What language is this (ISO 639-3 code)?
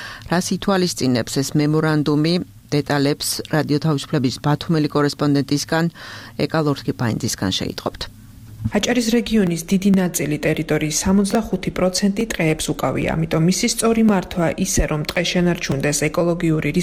kat